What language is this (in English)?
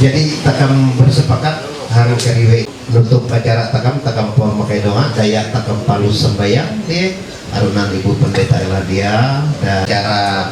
Ma'anyan